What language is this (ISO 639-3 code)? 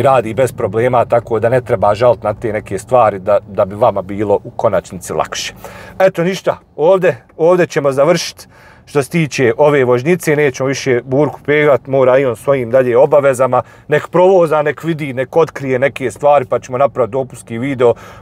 bos